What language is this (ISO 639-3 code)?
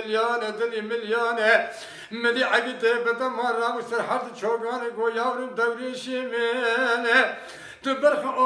kur